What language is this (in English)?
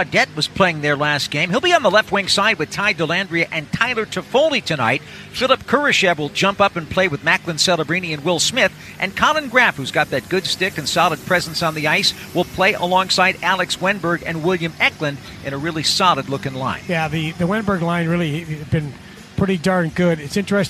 English